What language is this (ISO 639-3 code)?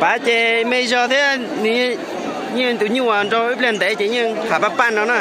hmn